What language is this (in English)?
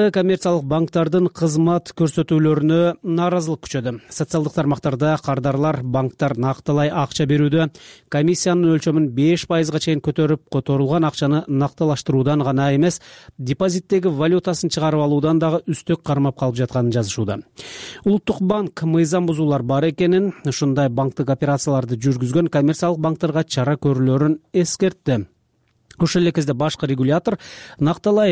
Kyrgyz